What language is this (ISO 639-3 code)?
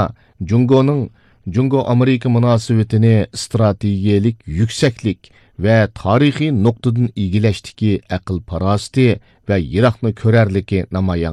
uig